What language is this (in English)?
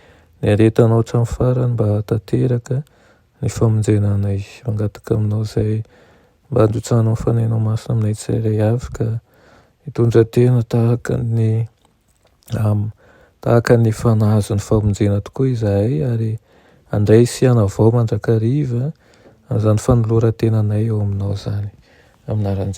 Malagasy